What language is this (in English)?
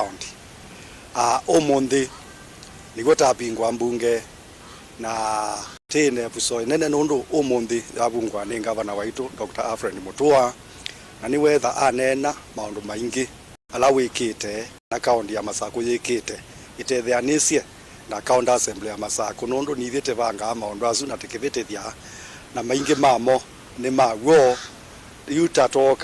Kamba